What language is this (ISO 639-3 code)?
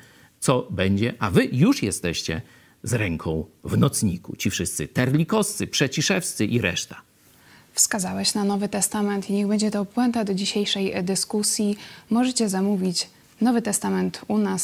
pol